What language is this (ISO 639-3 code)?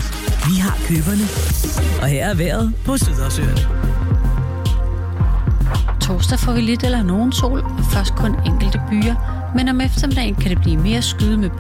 dan